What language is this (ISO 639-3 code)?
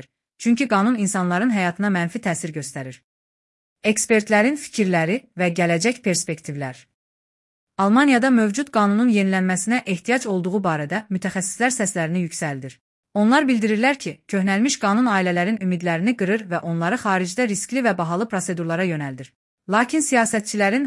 aze